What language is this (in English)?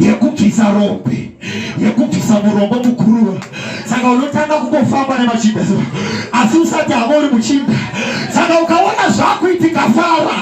Shona